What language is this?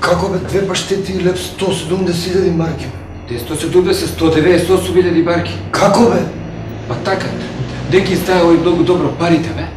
Macedonian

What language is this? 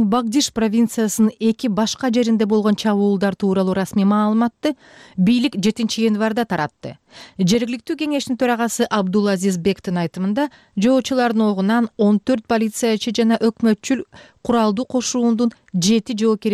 Kyrgyz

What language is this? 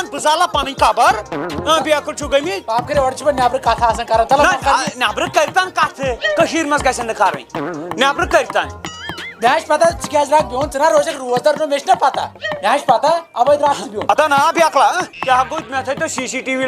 Kashmiri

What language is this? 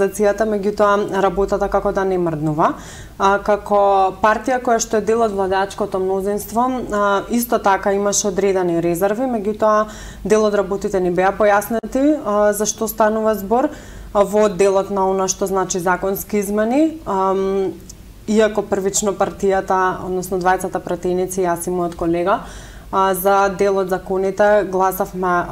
Macedonian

